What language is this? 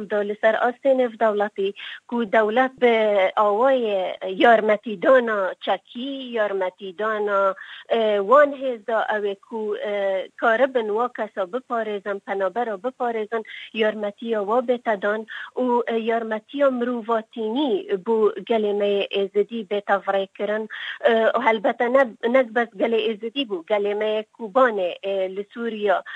Kurdish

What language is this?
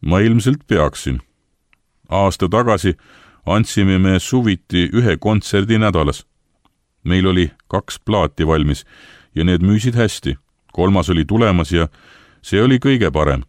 Estonian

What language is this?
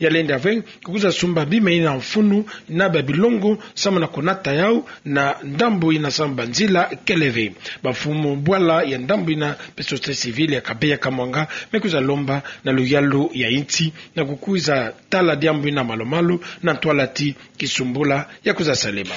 Kituba (Democratic Republic of Congo)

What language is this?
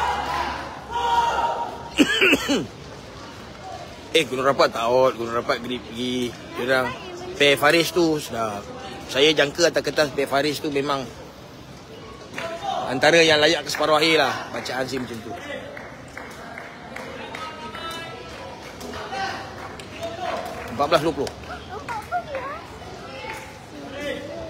Malay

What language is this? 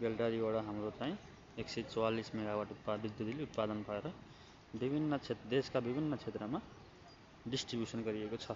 Nepali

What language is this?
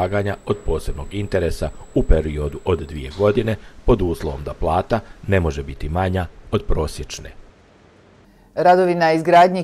Bosnian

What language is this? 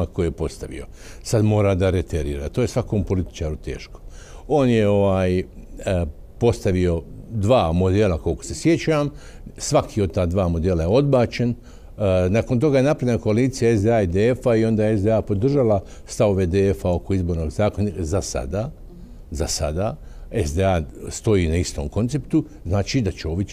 Bosnian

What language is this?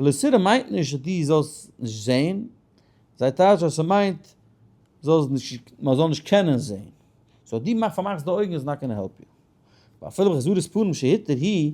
Yiddish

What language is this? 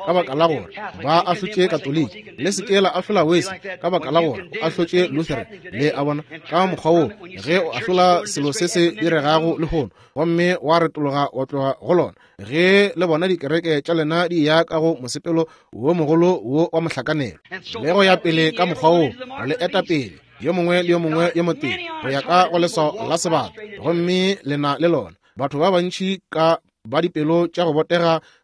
Northern Sotho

